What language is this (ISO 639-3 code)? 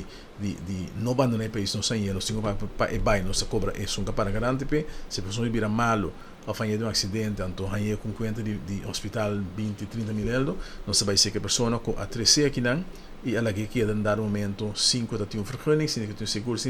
pap